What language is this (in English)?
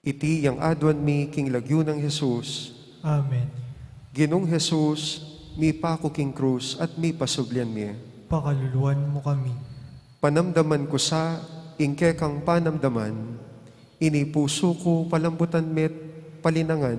Pampanga